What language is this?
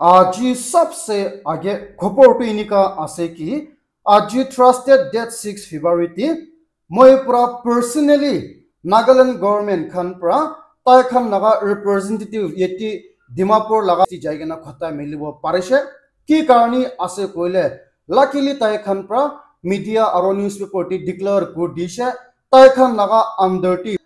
Naga Pidgin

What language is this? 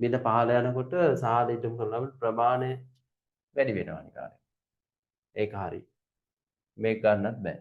Sinhala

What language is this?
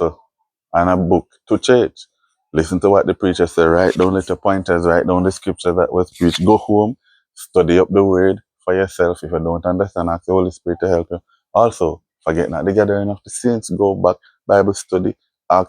Jamaican Creole English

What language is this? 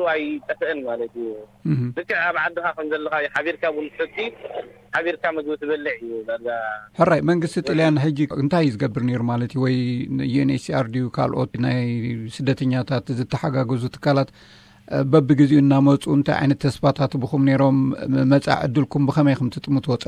Tigrinya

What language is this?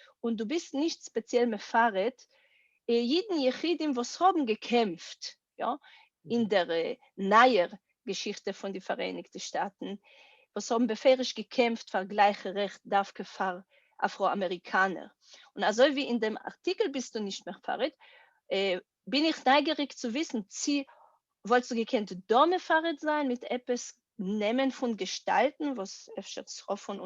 Yiddish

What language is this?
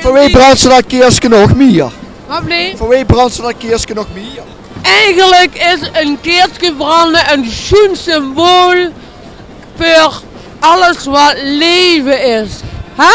Limburgish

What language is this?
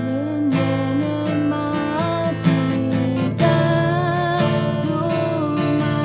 Akha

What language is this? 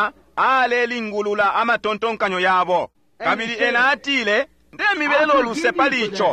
Bemba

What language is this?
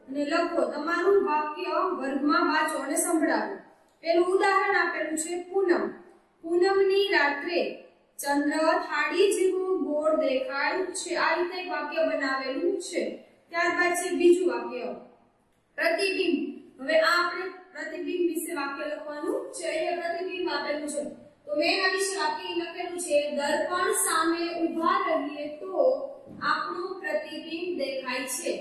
Gujarati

